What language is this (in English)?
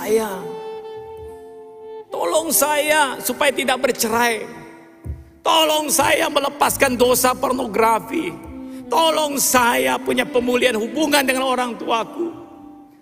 Indonesian